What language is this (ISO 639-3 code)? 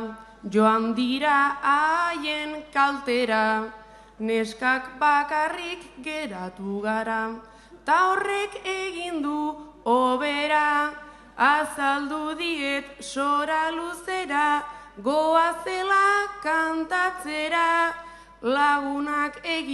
eus